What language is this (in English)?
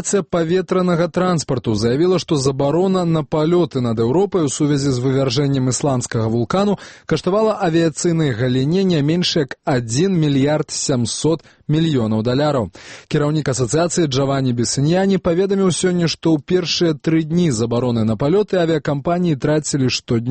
Belarusian